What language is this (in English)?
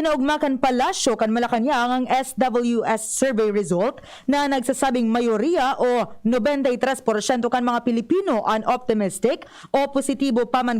Bikol